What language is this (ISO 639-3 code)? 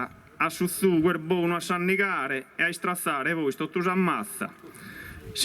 srd